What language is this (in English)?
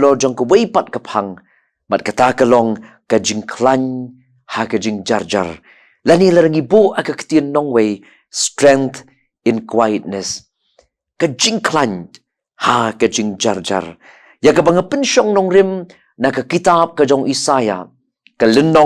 Khasi